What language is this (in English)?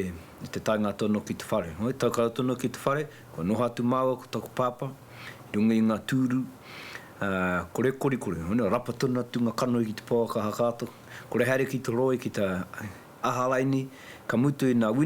Māori